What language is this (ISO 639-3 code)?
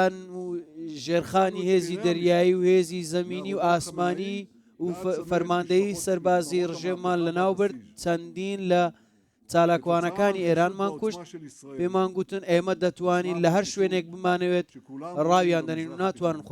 ckb